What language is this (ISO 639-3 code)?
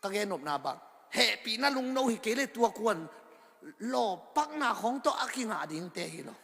ctd